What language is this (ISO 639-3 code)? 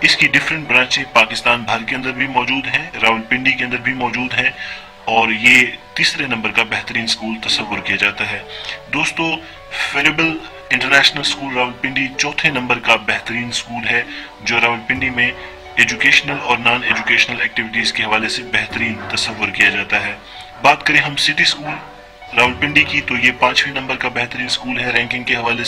urd